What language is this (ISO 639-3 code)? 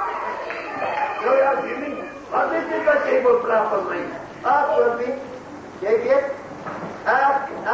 afr